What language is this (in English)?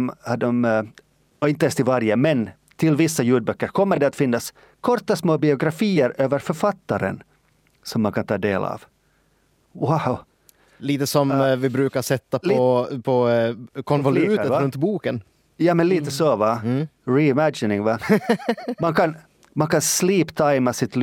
Swedish